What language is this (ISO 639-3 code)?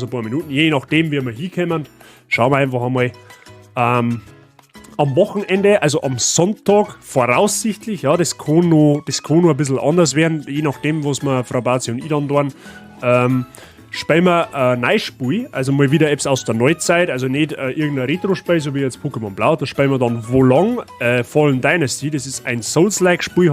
bar